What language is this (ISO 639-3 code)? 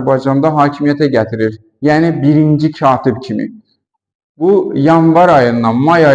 aze